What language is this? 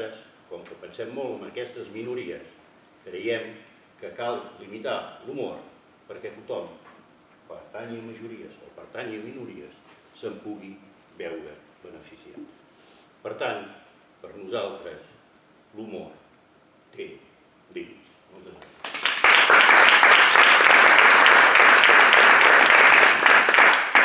Catalan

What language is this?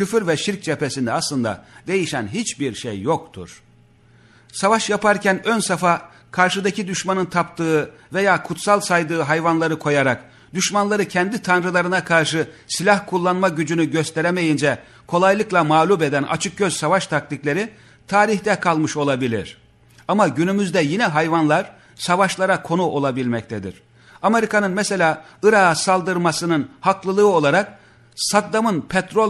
Turkish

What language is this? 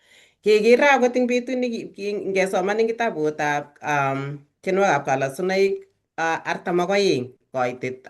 Kalenjin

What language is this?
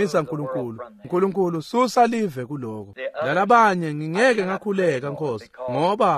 Swati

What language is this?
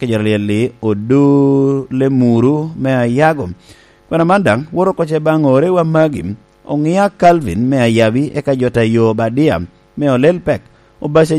Lango (Uganda)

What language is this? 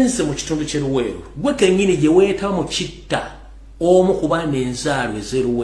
Ganda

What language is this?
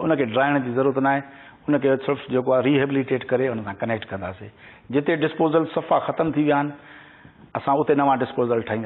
Sindhi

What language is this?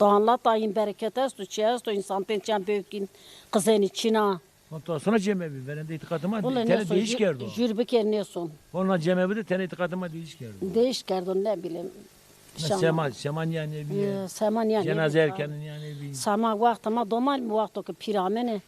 Zaza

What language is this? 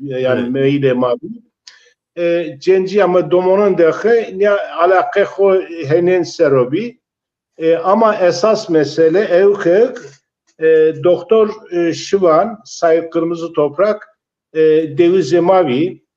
Zaza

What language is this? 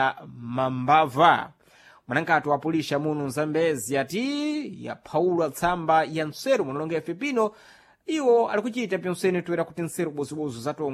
Sena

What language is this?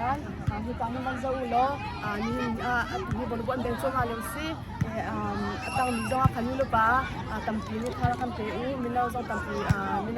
Hakha Chin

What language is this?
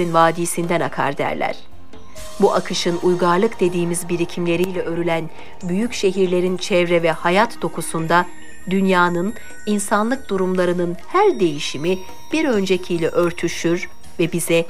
Turkish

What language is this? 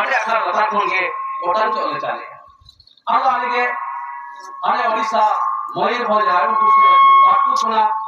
Santali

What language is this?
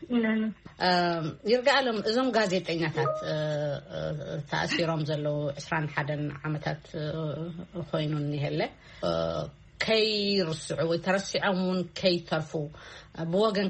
Tigrinya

